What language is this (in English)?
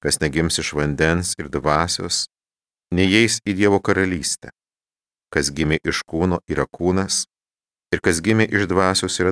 Lithuanian